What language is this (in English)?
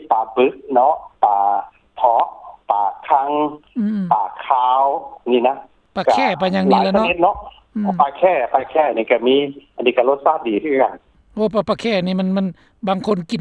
Lao